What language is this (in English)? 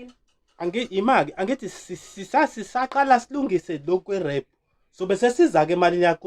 Zulu